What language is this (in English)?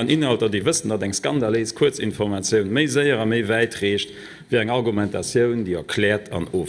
Luxembourgish